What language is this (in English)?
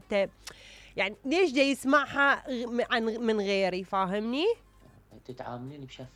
Mesopotamian Arabic